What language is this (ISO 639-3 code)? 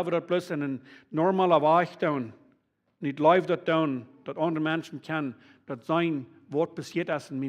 pdt